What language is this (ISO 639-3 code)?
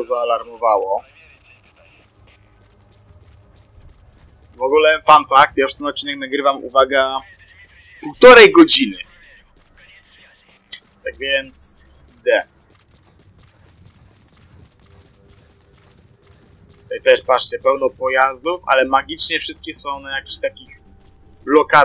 pol